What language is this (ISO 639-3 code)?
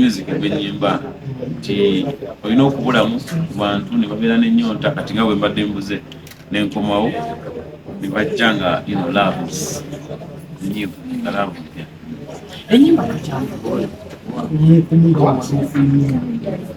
lug